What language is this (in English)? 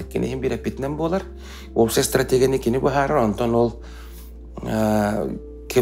Yakut